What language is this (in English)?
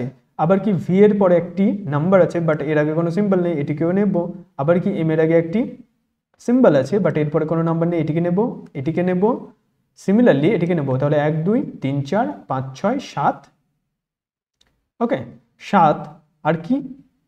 Bangla